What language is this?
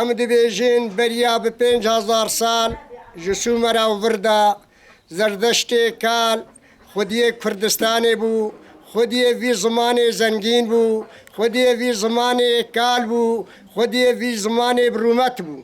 Kurdish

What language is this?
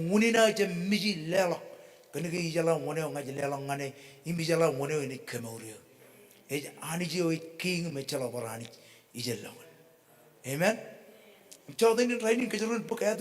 Marshallese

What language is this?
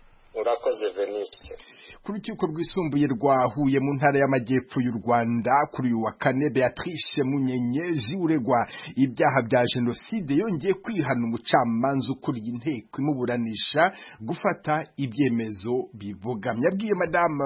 Kinyarwanda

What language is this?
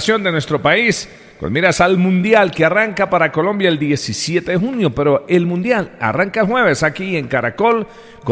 Spanish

